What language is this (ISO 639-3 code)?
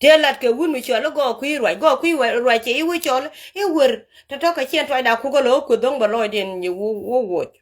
nus